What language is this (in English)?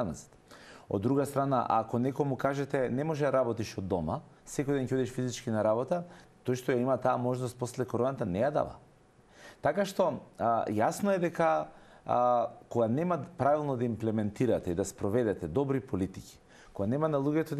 Macedonian